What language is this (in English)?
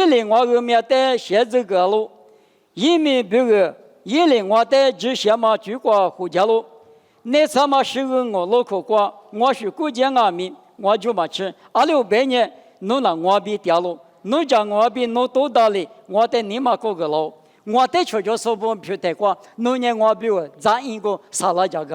Lisu